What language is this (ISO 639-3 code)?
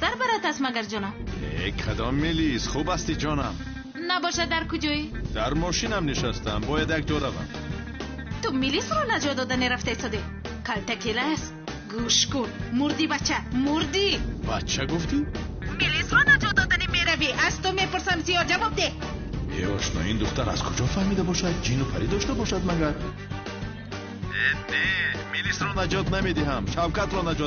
tgk